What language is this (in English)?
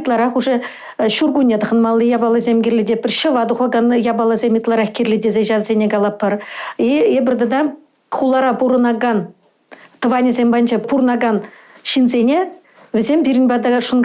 Chuvash